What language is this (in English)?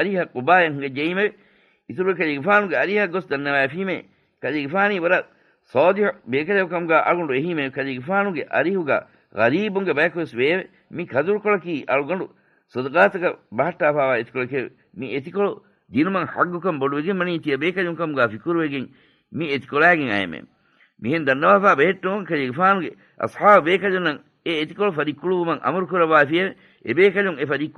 Divehi